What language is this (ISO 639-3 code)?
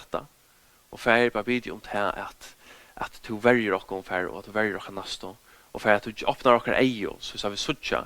fao